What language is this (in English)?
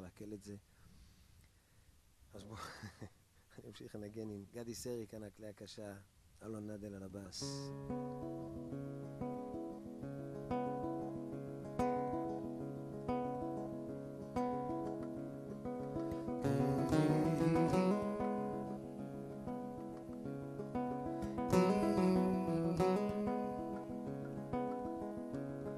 Hebrew